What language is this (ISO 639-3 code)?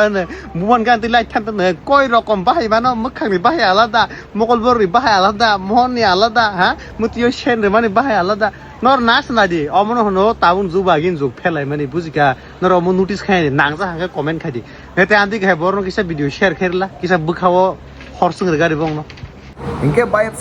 trp